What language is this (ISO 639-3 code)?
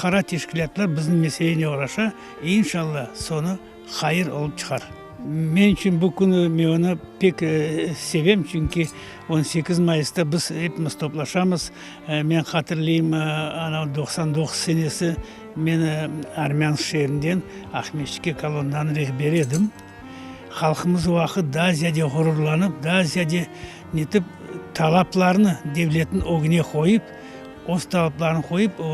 crh